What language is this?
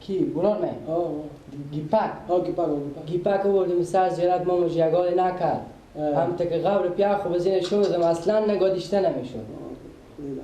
Persian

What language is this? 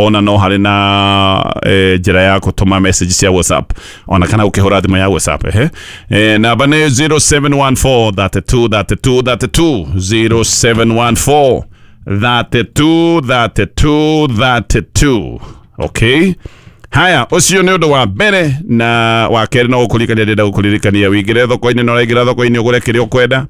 Kikuyu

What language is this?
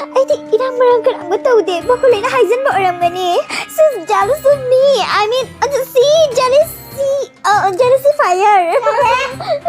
Manipuri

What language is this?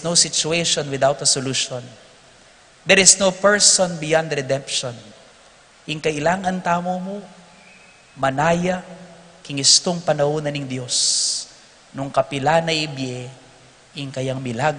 Pampanga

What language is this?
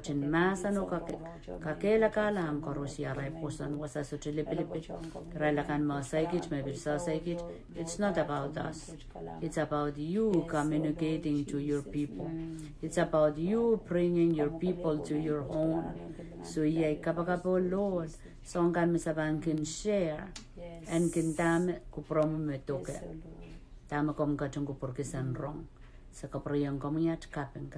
Pohnpeian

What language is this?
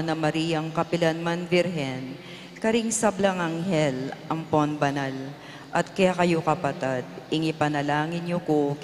Pampanga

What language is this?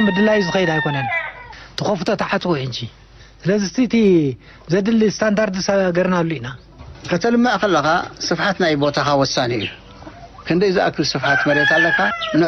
Tigrinya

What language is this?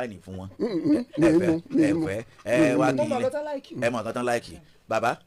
Yoruba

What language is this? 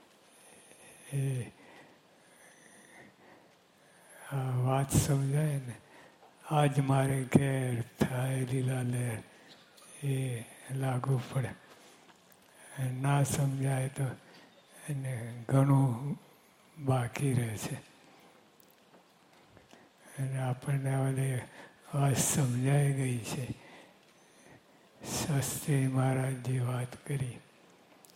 Gujarati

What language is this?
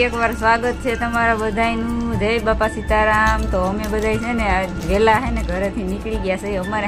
Gujarati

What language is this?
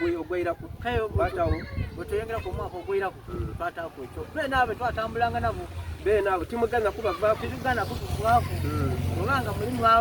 Soga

